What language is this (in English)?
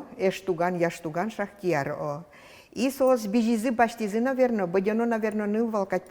Udmurt